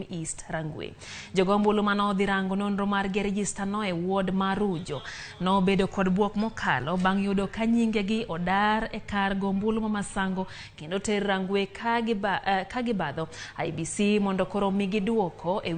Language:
Luo (Kenya and Tanzania)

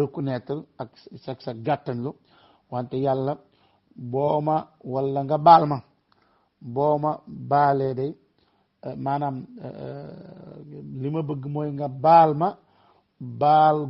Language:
Wolof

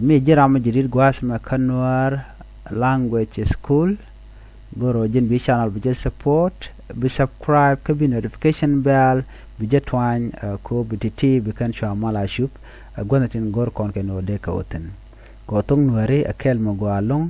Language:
Nuer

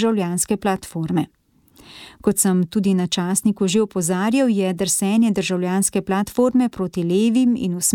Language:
Slovenian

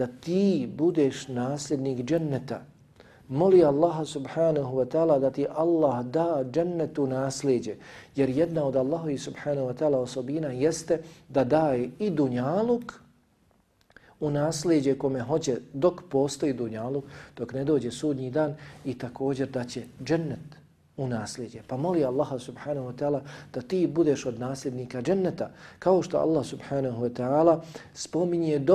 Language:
Bosnian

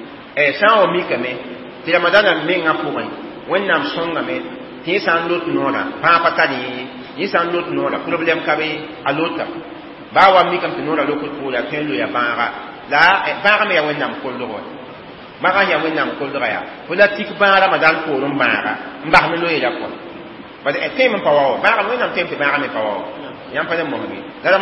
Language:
Mossi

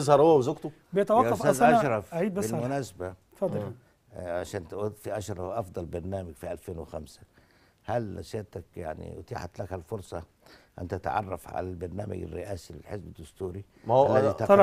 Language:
Egyptian Arabic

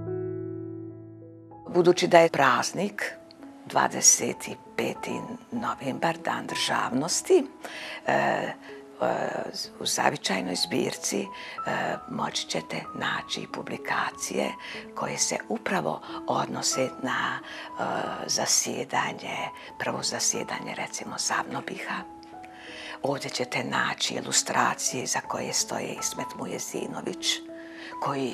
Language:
Bosnian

